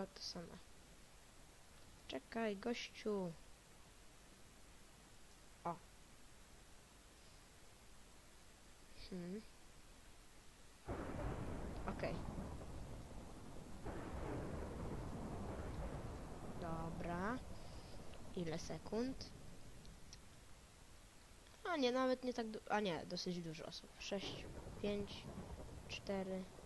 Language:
Polish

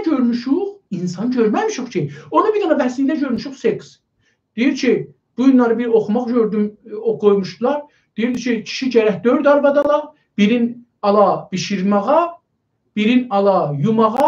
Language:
South Azerbaijani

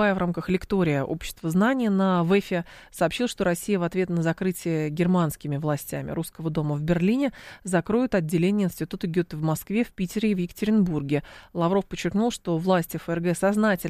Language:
Russian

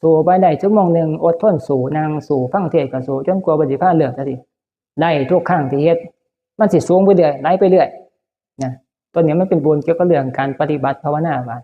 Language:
Northeastern Thai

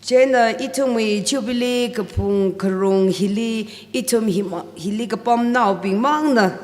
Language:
Tangkhul Naga (India)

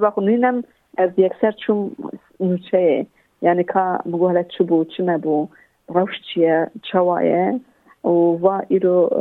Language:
Kurdish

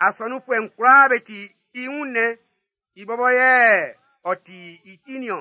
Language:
Baoulé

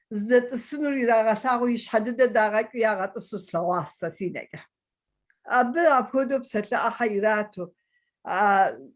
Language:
Kabardian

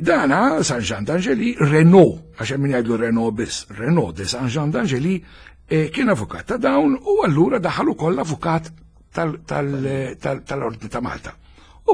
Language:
Maltese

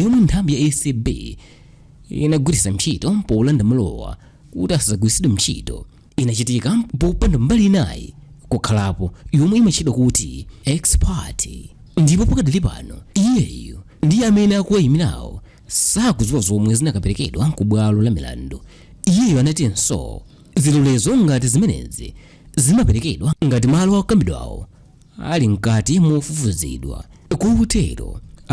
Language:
Nyanja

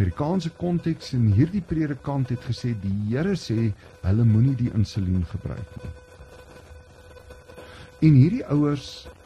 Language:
Afrikaans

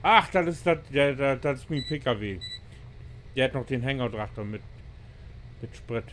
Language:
Low German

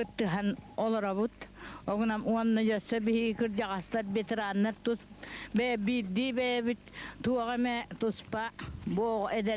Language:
Yakut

